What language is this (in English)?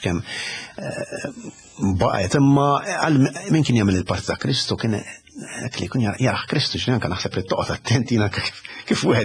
Maltese